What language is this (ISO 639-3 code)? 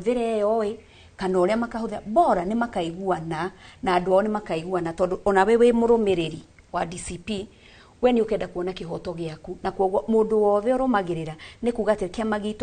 kik